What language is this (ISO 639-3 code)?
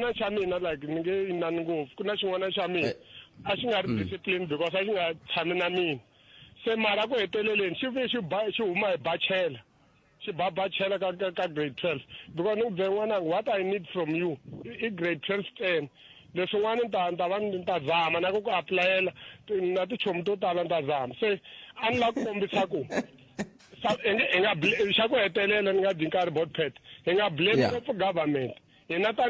tso